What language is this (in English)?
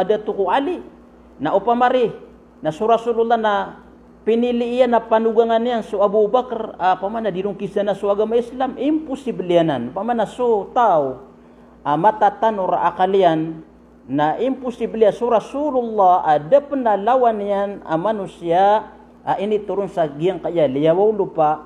Maranao